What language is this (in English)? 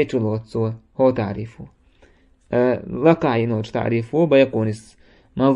Chechen